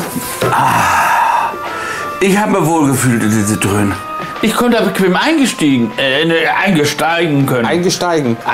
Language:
German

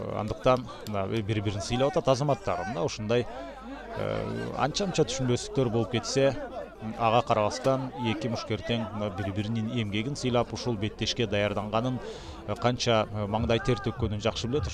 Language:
Kyrgyz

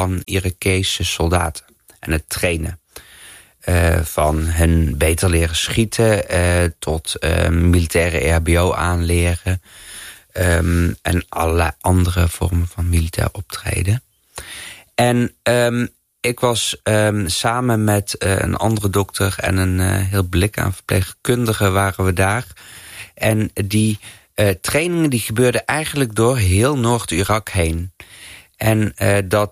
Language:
Dutch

